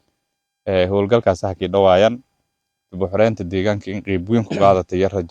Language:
Somali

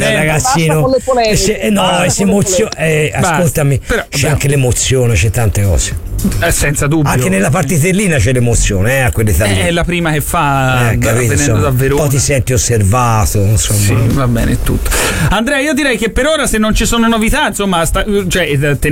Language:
Italian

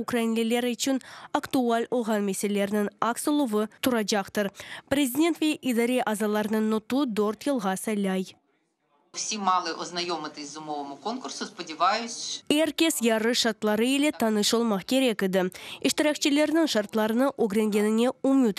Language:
Crimean Tatar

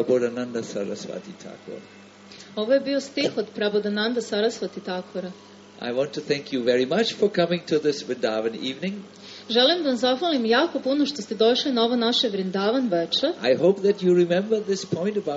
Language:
Serbian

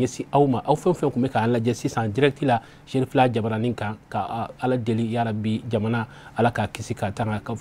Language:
Bambara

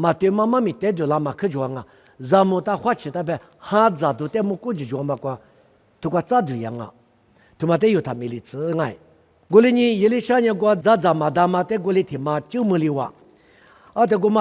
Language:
Lisu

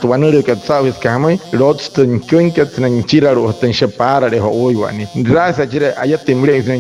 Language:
Wayuu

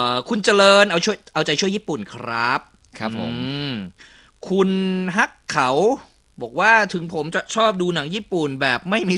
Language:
Thai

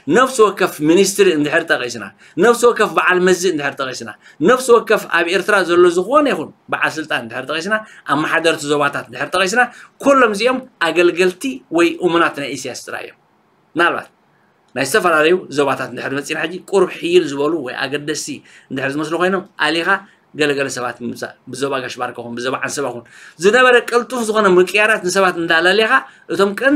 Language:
Tigrinya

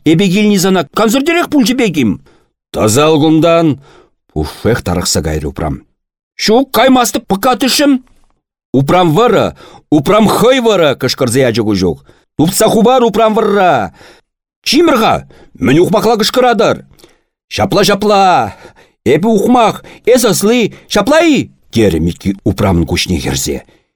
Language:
Chuvash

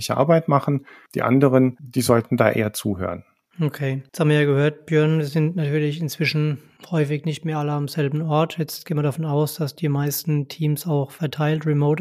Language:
German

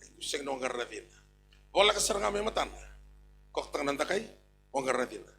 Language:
Fijian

